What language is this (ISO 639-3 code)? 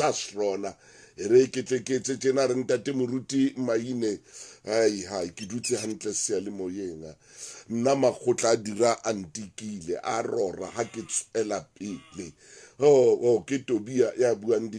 sot